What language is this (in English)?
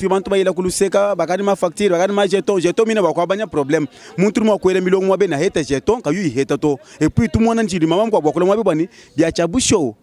Luba-Lulua